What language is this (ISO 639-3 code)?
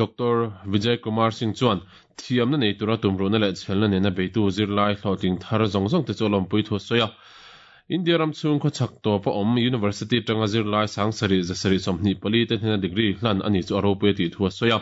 lus